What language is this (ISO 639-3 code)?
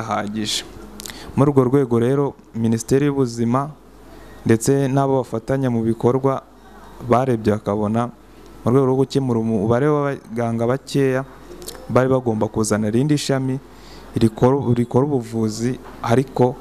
kin